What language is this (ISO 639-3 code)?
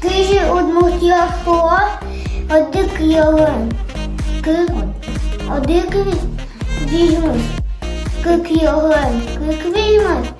udm